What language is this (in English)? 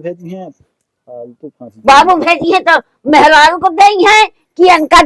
Awadhi